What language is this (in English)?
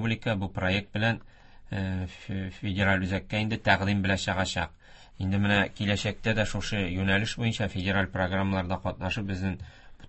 Tatar